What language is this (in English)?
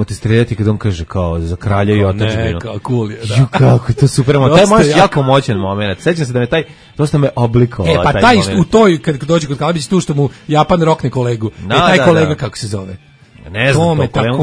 Serbian